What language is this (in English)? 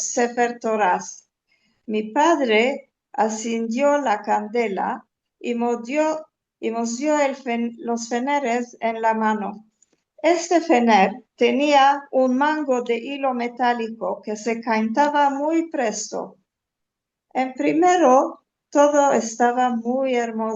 Ladino